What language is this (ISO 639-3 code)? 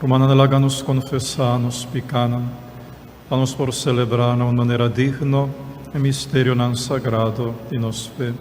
pap